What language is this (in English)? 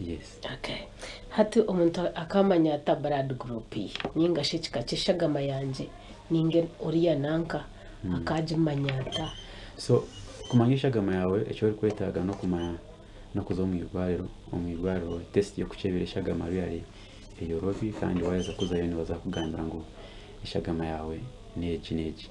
Nyankole